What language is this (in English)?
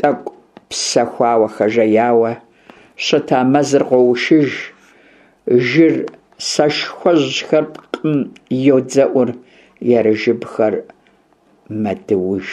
Kabardian